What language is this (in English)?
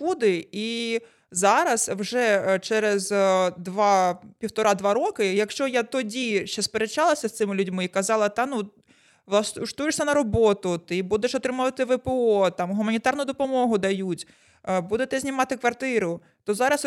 Ukrainian